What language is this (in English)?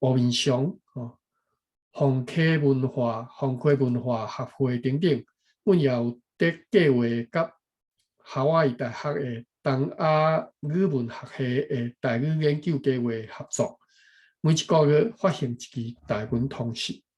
Min Nan Chinese